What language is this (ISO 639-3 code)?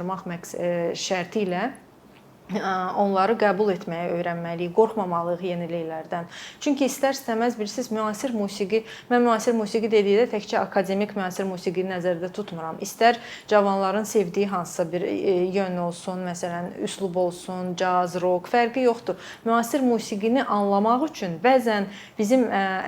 aze